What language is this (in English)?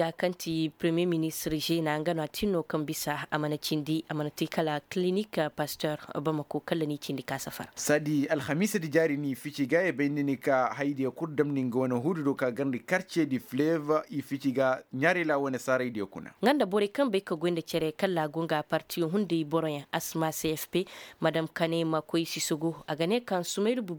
Koyraboro Senni